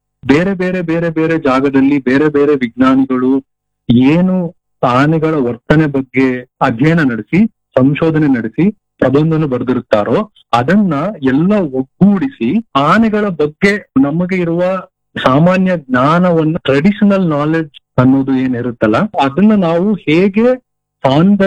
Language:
Kannada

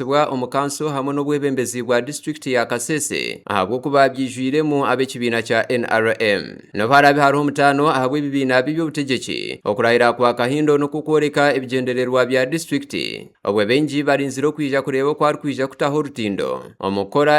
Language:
Nyankole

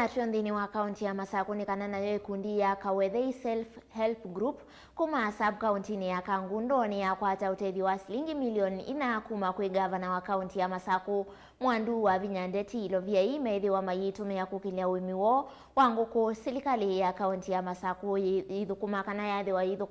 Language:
Kamba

